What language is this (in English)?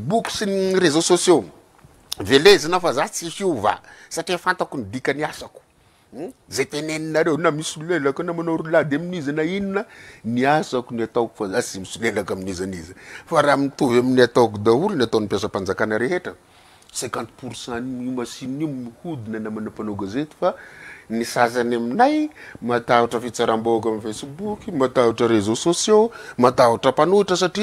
Malagasy